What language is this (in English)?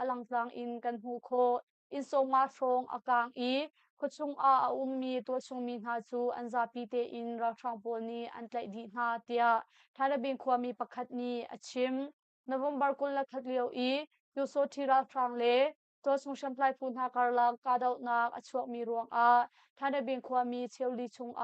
Hakha Chin